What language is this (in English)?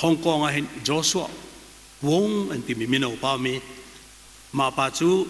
Hakha Chin